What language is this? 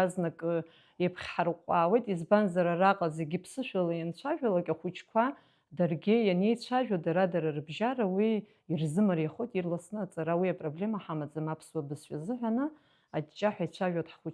Abkhazian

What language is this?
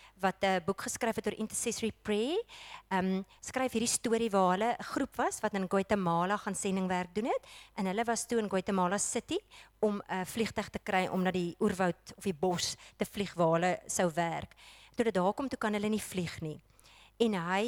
Afrikaans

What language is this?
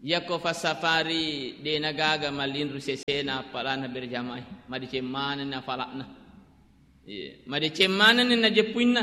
Buginese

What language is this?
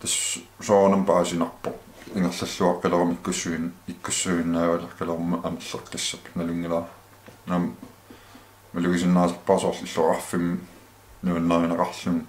Kalaallisut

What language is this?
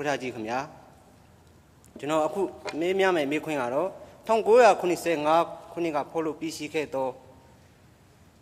Burmese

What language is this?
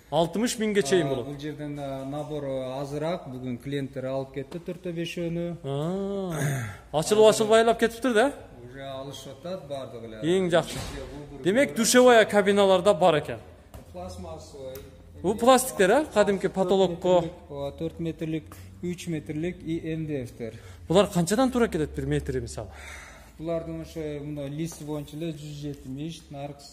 Kyrgyz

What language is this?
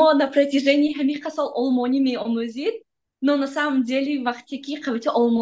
Tajik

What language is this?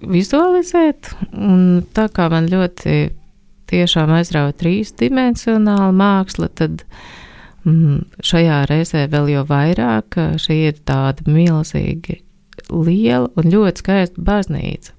Latvian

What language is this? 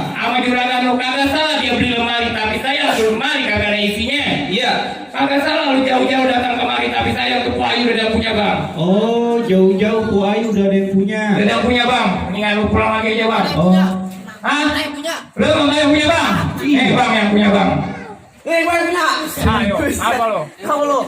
Betawi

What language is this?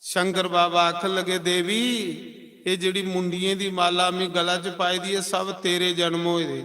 Dogri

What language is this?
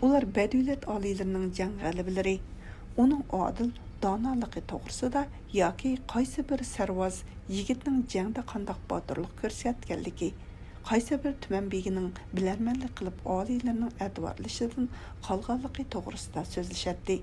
Uyghur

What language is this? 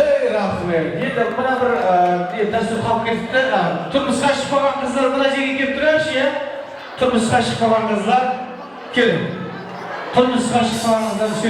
Kara-Kalpak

